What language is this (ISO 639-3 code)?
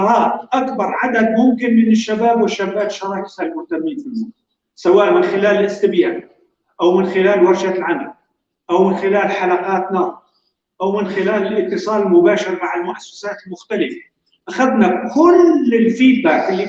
apc